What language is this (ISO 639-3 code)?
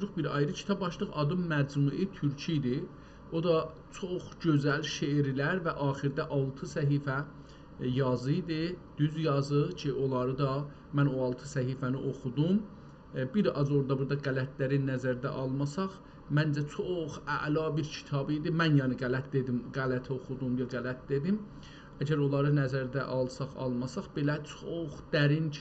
azb